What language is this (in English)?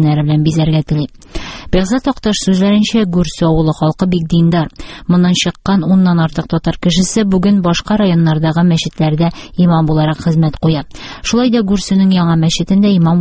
Tatar